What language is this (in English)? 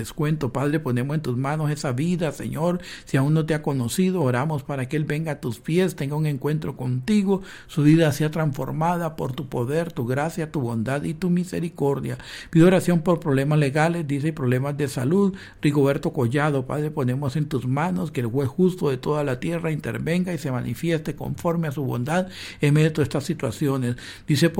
Spanish